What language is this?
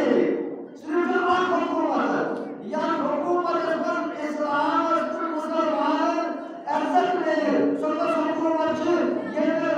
Kashmiri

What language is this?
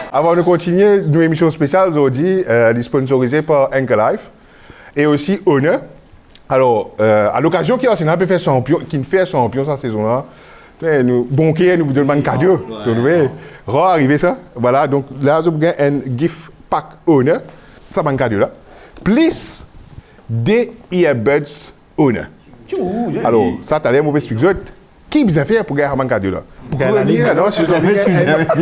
Morisyen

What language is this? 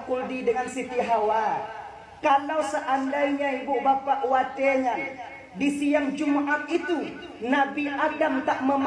Achinese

